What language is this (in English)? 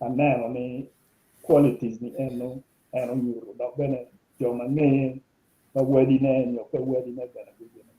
Acoli